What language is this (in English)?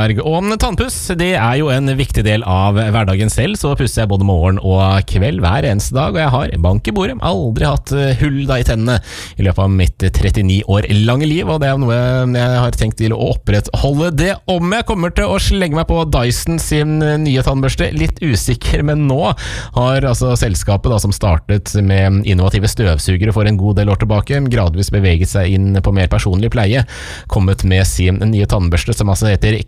Norwegian